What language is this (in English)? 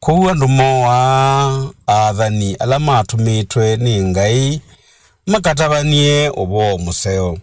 Kamba